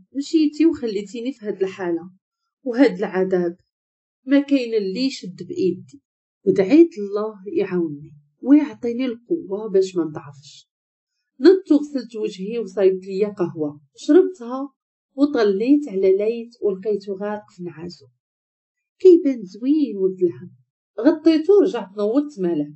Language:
Moroccan Arabic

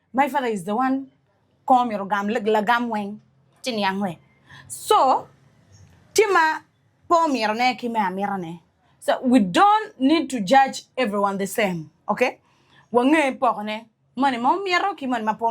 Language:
Acoli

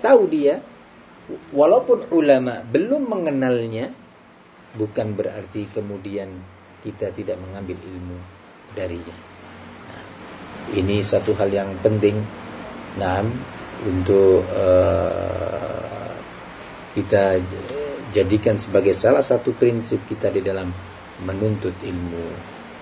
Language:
Indonesian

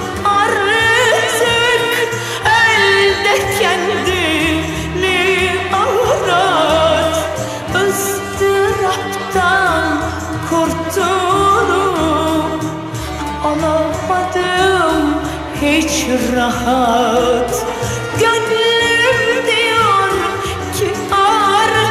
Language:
Turkish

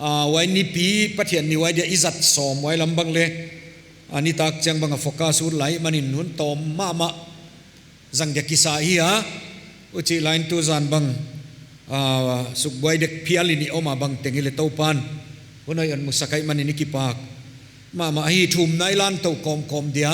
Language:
Paite Chin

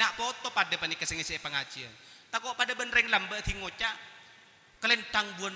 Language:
Madurese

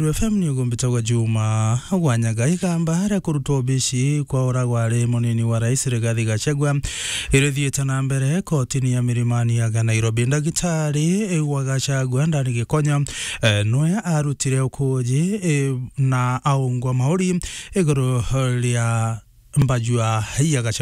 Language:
Meru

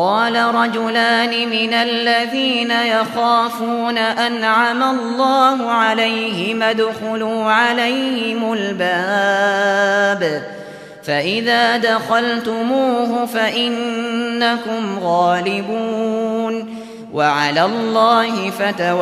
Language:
Uyghur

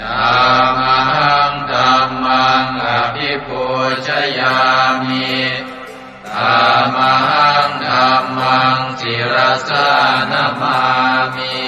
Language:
Pali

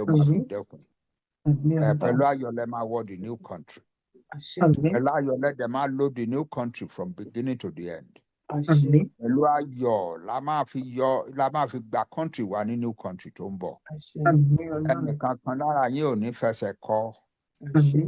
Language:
Yoruba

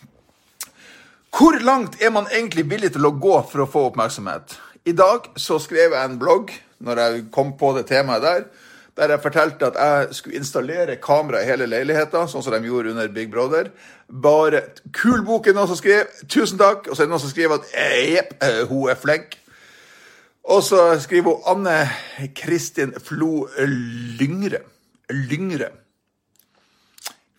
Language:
Norwegian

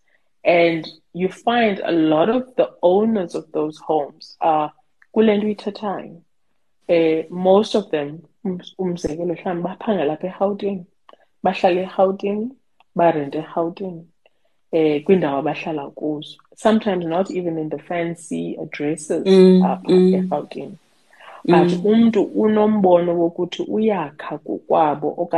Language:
Xhosa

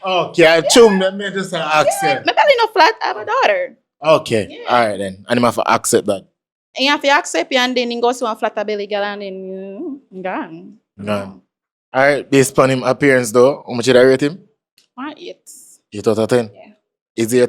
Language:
Jamaican Creole English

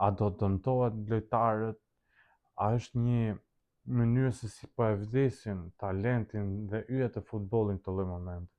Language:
Albanian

